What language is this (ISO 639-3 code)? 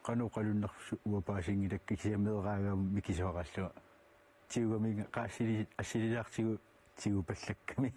kal